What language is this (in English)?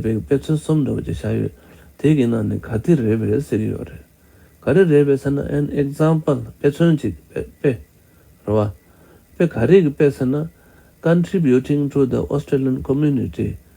Tibetan